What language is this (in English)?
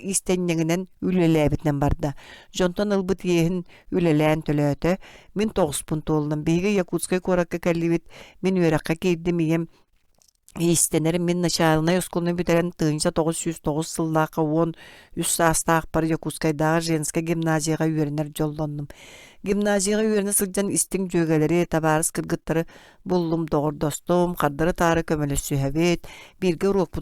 Yakut